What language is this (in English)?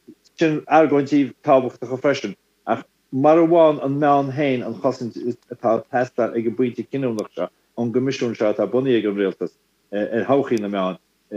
Irish